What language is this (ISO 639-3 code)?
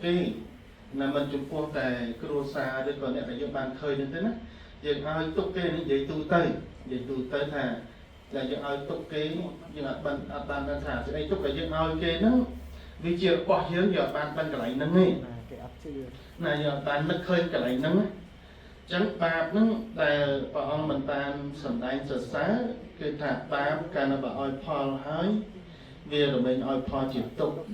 khm